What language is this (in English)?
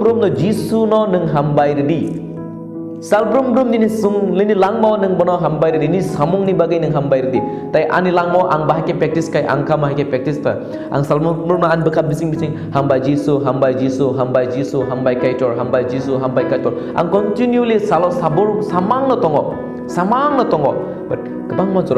Kok Borok